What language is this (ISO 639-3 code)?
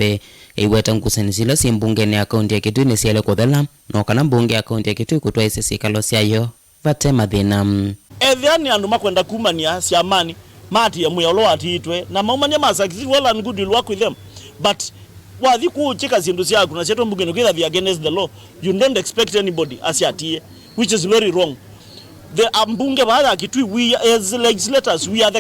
kam